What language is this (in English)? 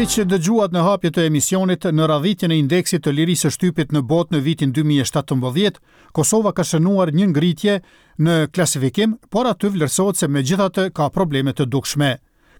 Albanian